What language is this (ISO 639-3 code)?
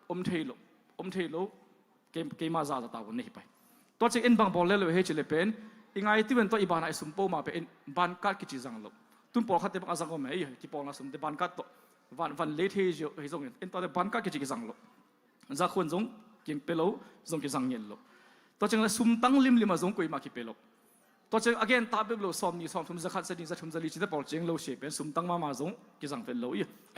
ctd